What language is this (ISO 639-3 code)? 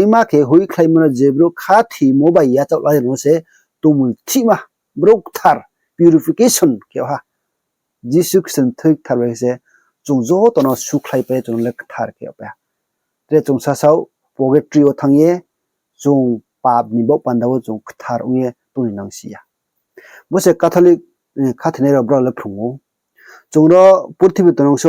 ria